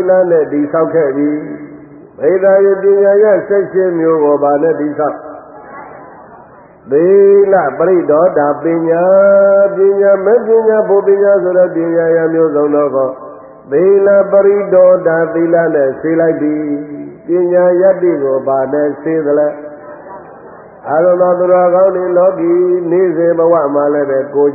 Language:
Burmese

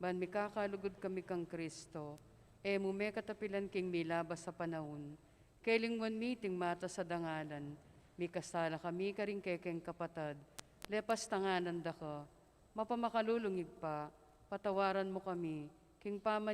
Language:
Pampanga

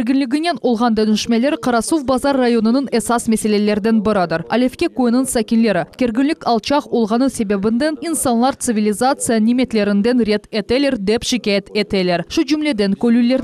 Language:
Crimean Tatar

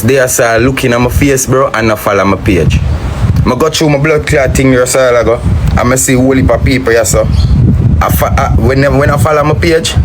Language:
Jamaican Creole English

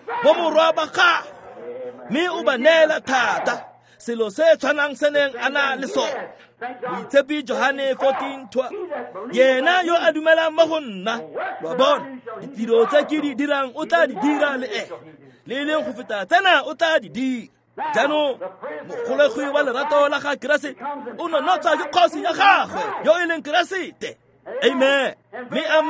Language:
Tswana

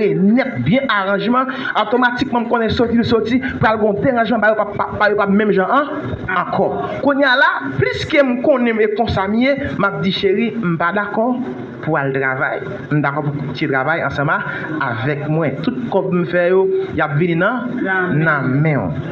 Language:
Haitian Creole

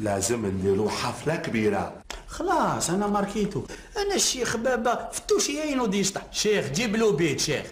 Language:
Algerian Arabic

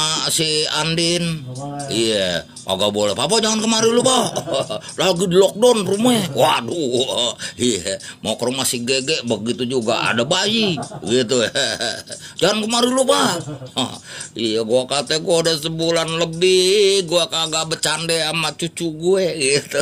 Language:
Betawi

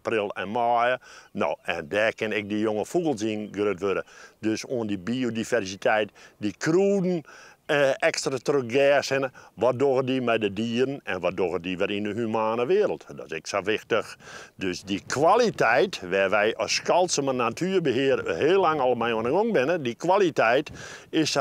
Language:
Western Frisian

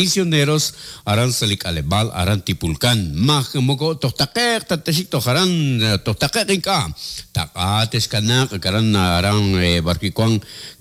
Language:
Kekchí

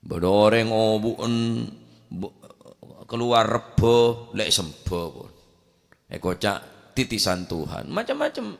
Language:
Madurese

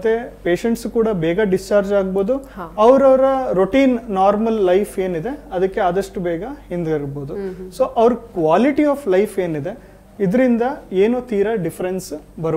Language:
Kannada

